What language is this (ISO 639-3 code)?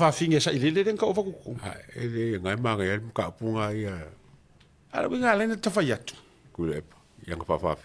smo